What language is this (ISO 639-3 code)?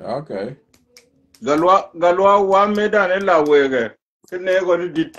nus